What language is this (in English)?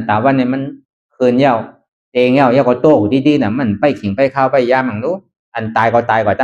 Shan